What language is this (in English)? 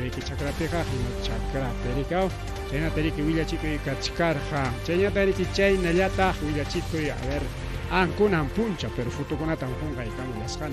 Ayacucho Quechua